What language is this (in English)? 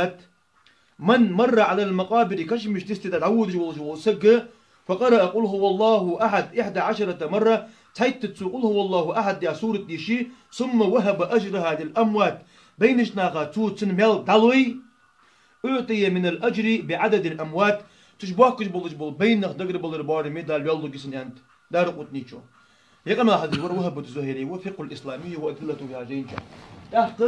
Ingush